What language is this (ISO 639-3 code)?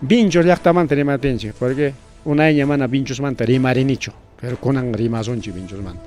quy